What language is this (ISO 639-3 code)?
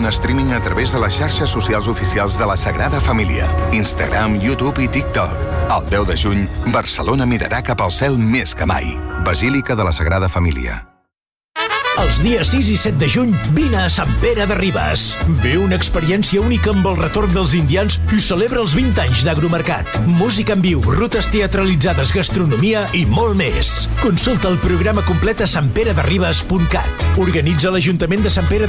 cat